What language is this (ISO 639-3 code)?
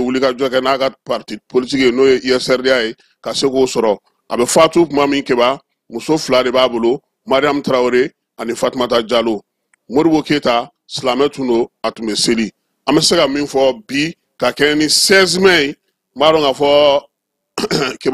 bam